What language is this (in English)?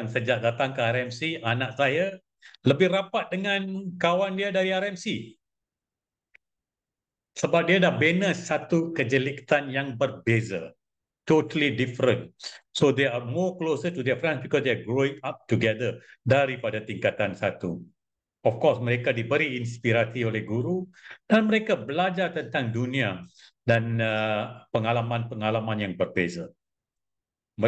Malay